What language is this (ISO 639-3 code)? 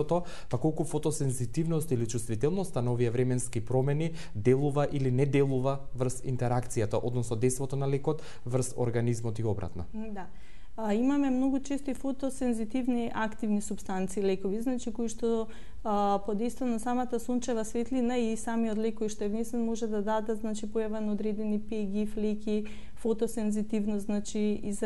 mkd